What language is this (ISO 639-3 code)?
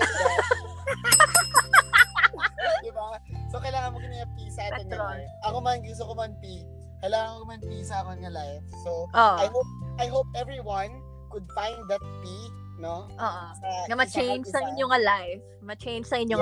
fil